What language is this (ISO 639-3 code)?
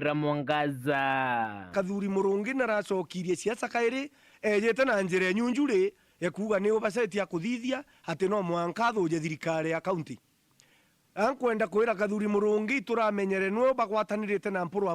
mer